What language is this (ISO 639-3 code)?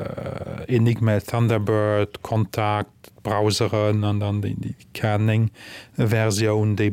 ltz